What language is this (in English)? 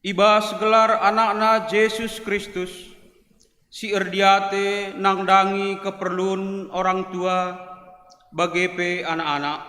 Batak Karo